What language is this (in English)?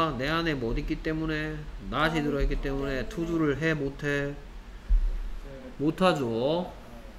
Korean